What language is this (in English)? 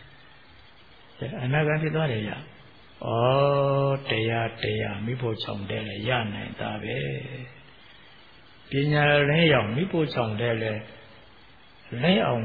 Burmese